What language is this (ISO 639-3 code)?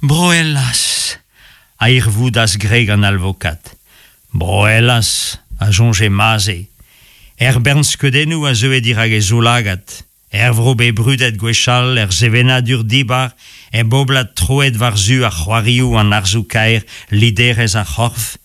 bre